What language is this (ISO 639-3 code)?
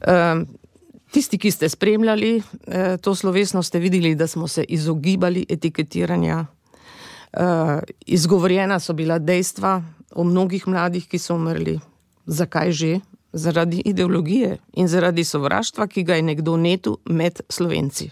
slv